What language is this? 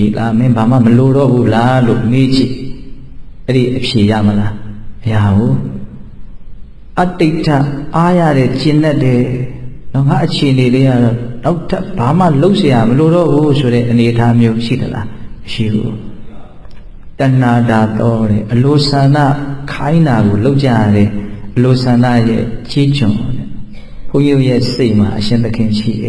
Burmese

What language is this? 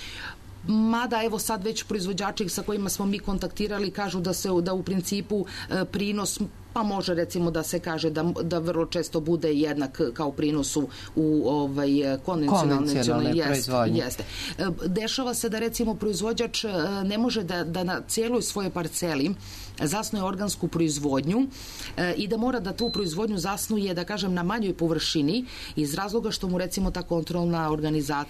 Serbian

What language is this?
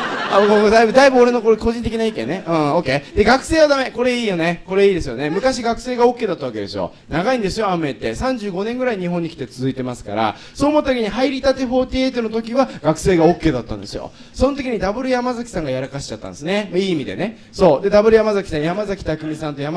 Japanese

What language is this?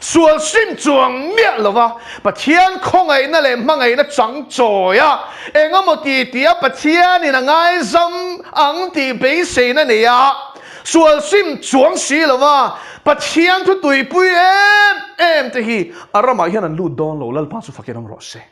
Mizo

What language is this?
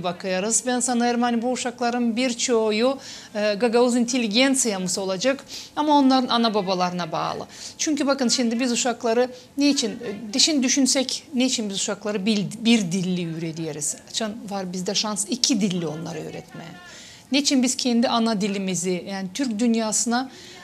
Gagauz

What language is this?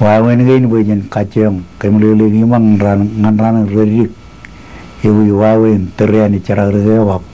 Marshallese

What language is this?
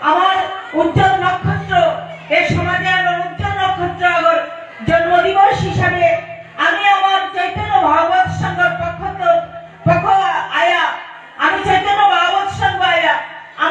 Bishnupriya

